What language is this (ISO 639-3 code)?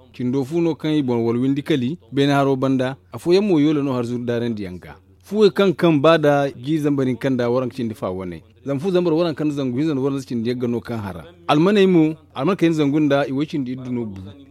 dje